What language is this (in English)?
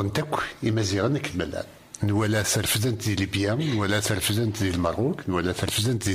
Kabyle